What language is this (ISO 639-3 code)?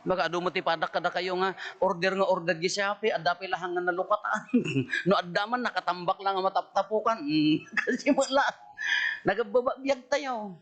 ilo